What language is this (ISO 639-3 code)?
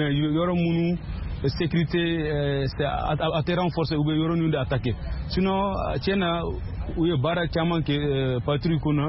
bam